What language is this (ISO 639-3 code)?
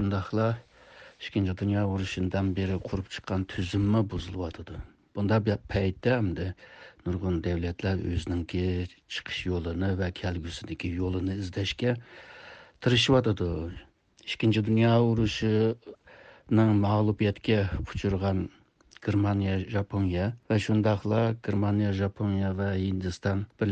uig